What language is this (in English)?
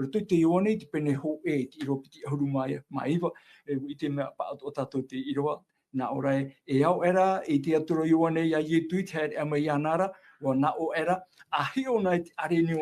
Tahitian